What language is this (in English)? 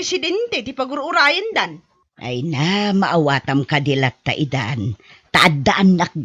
Iloko